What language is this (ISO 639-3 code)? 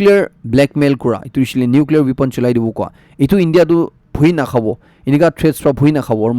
nag